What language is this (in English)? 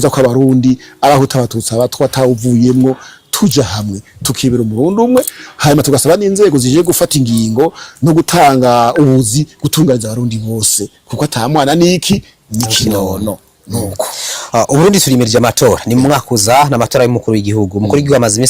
Rundi